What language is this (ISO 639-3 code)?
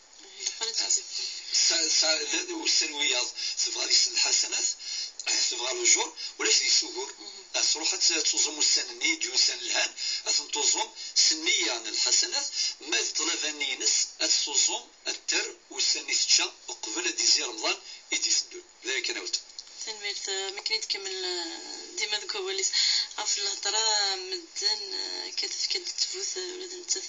kab